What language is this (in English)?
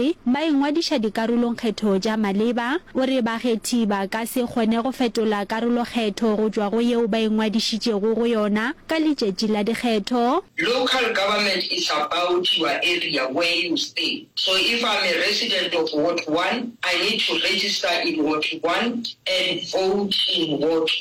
Northern Sotho